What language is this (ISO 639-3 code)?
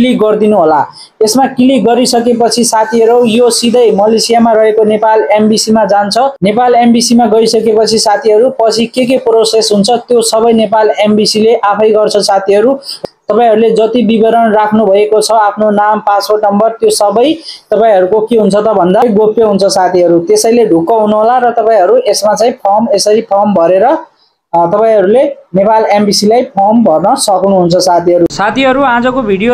nep